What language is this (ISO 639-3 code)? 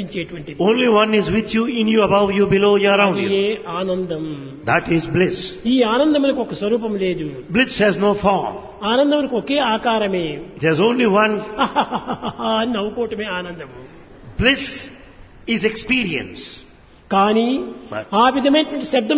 tel